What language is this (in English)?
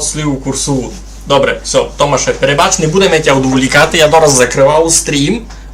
Rusyn